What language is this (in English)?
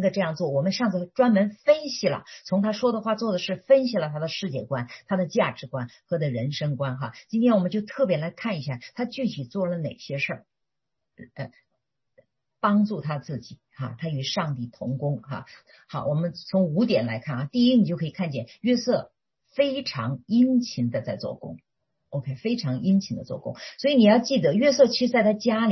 Chinese